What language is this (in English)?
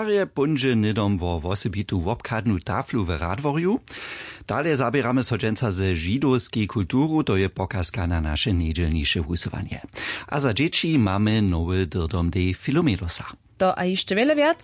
Upper Sorbian